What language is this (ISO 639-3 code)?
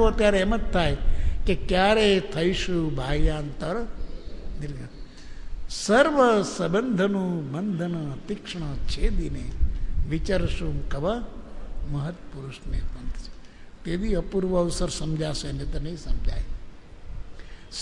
guj